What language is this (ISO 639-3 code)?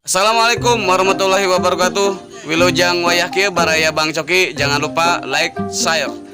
sun